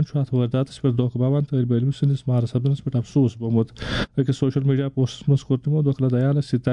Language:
Kashmiri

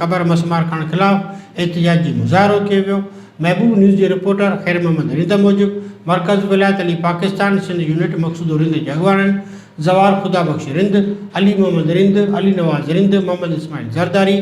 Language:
Sindhi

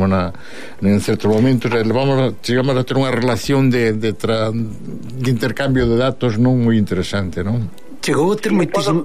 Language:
Galician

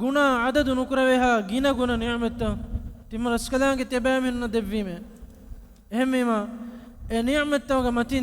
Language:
Divehi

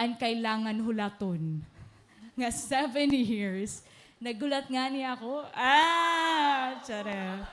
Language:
Waray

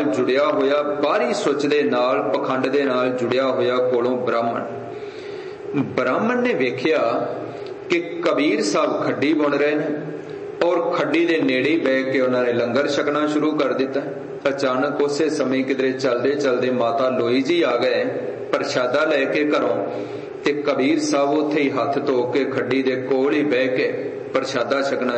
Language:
Punjabi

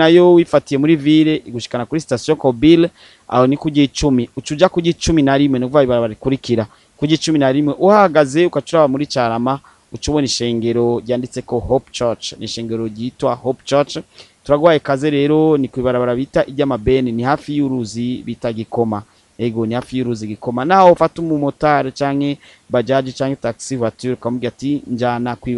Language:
Rundi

